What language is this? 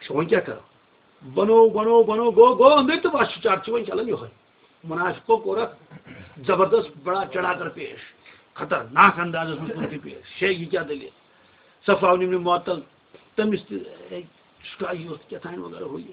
Kashmiri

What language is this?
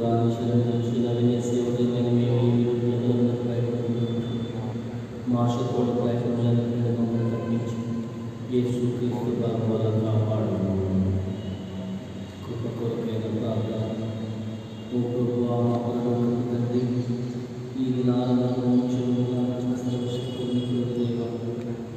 Telugu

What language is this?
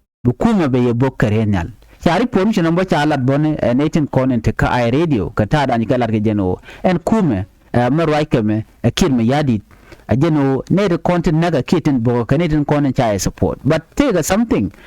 Nuer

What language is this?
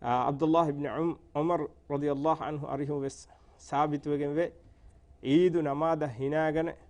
Divehi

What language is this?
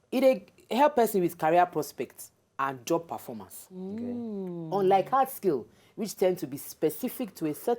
Nigerian Pidgin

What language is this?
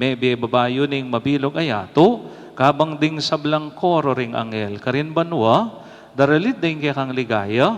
Pampanga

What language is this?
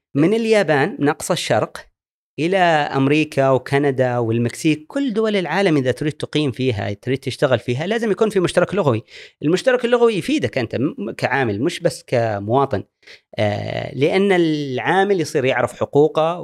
Gulf Arabic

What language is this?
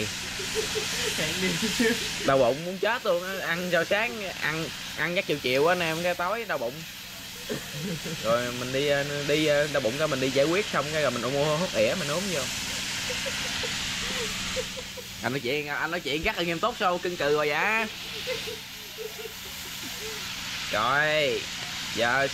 Vietnamese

